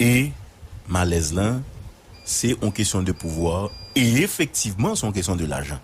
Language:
Haitian Creole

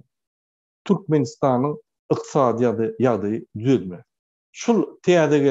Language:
Turkmen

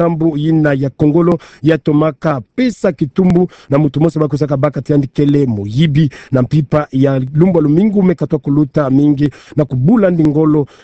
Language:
Kituba (Democratic Republic of Congo)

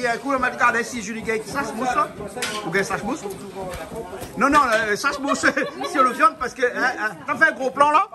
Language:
Réunion Creole French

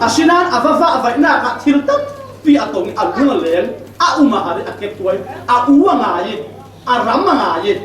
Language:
Falam Chin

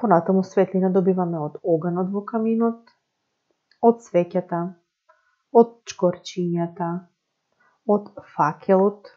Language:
Macedonian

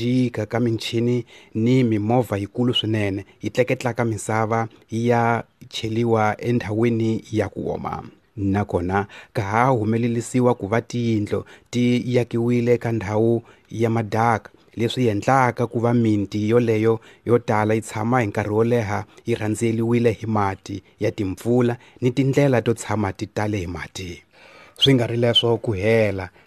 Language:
Tsonga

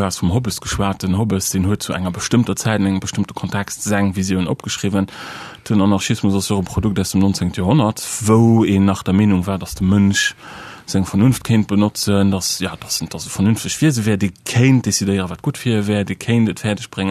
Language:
Luxembourgish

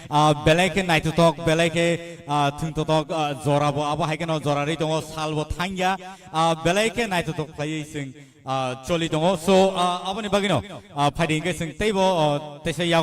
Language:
Kok Borok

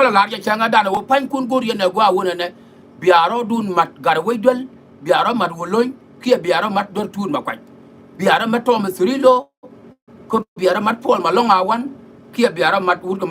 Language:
Nuer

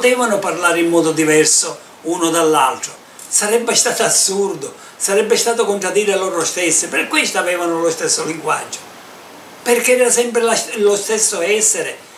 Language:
Italian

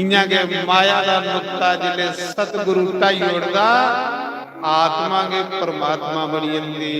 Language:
Dogri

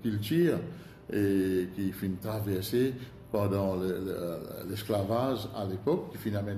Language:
Morisyen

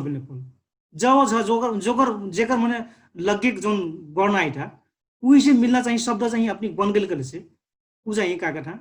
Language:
Dangaura Tharu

